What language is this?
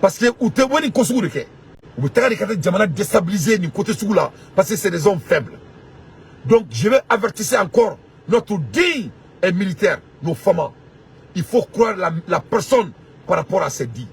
Bambara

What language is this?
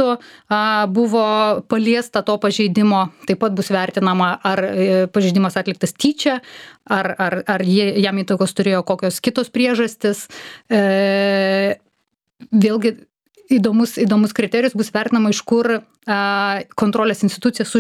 Lithuanian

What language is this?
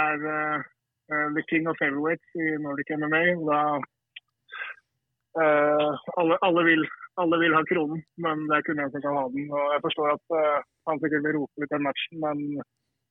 Swedish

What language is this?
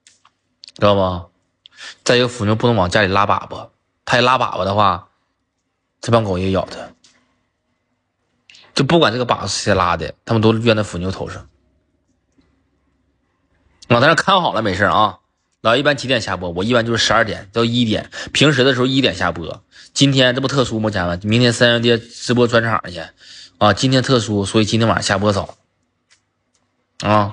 Chinese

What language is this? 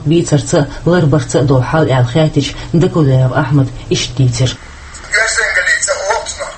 Chechen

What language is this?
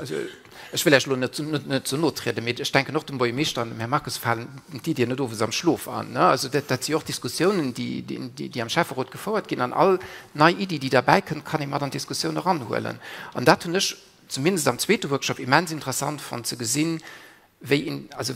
Luxembourgish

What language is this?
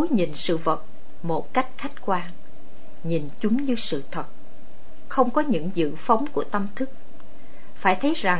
Vietnamese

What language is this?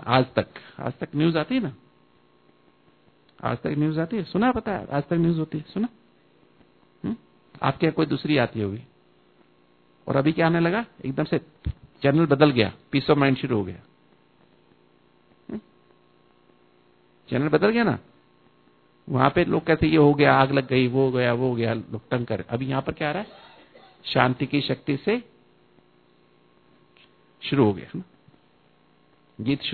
Hindi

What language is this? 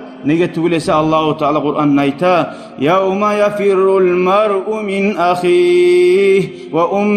Kumyk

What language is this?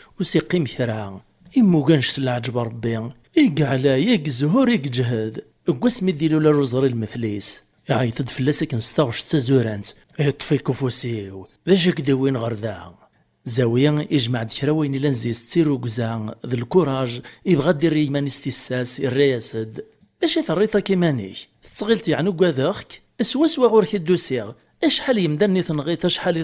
Kabyle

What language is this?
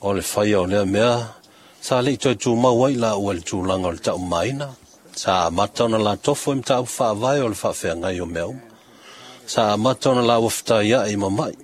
Samoan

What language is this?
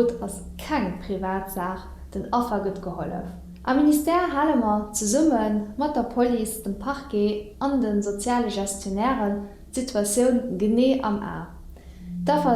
Luxembourgish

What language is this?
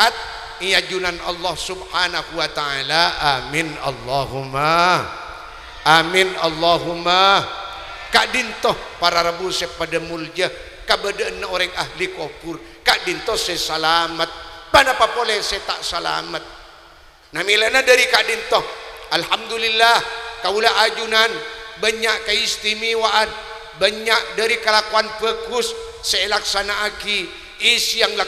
Madurese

